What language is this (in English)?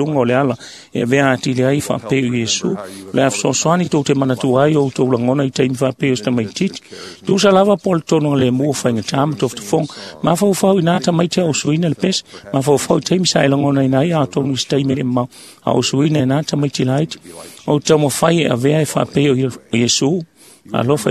Samoan